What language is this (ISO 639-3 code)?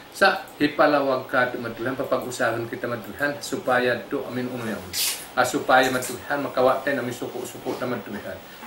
tsg